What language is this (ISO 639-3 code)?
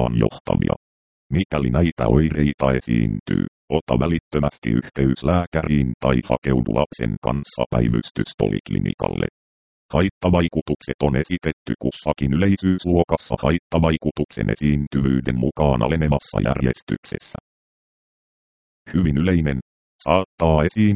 fin